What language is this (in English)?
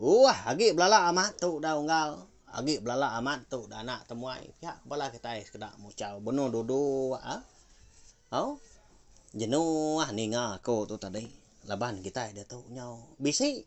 Iban